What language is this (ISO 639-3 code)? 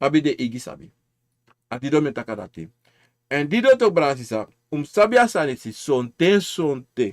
srn